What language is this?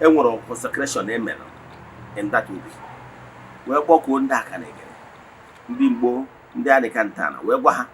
Igbo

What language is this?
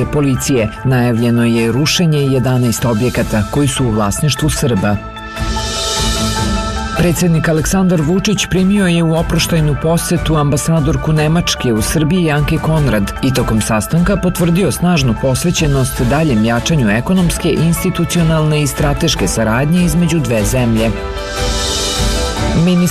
Serbian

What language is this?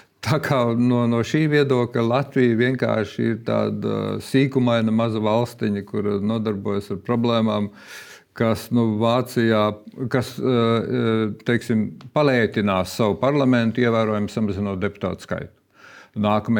Latvian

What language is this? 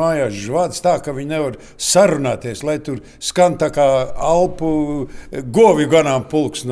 Latvian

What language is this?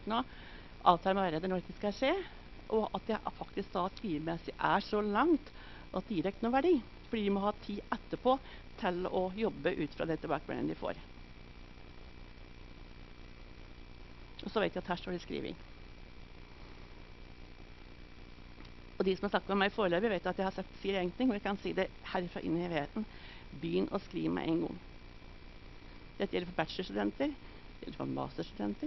Norwegian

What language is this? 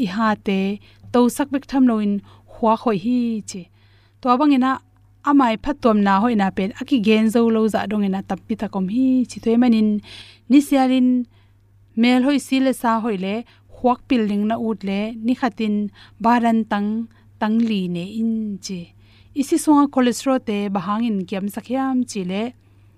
Tedim Chin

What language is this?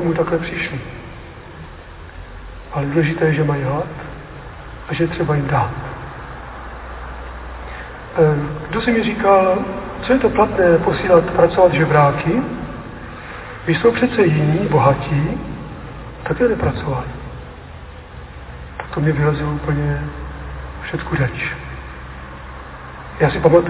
Czech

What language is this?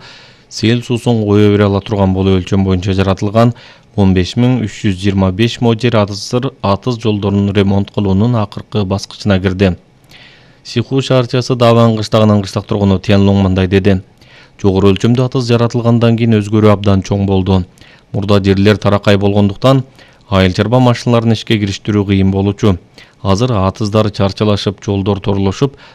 Kyrgyz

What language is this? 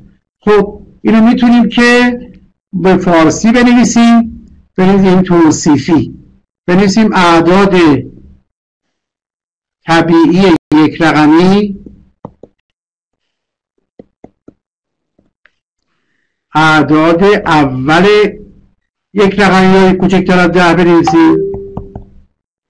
Persian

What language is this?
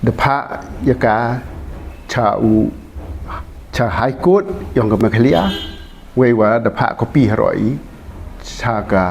Pnar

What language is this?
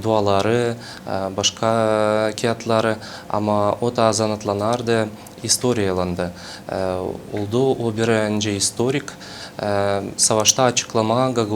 Gagauz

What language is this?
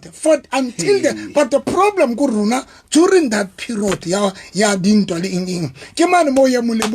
Southern Sotho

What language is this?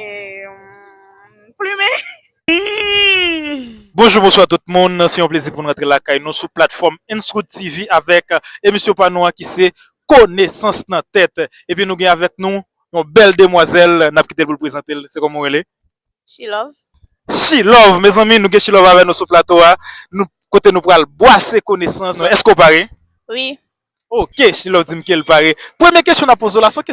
Haitian Creole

